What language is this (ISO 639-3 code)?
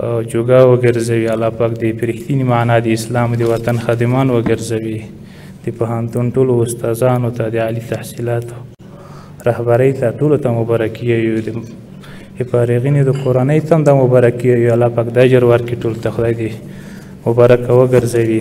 pus